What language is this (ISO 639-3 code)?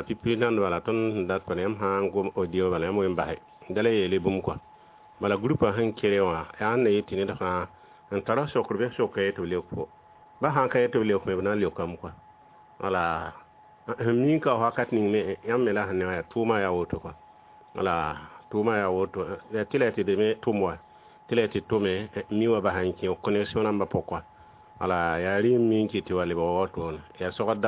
mos